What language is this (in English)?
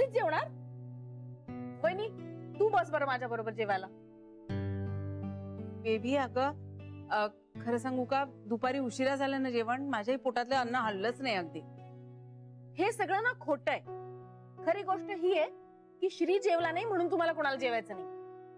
Marathi